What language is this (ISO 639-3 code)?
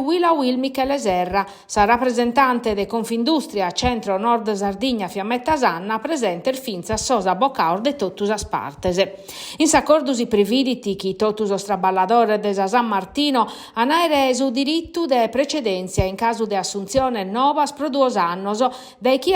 srd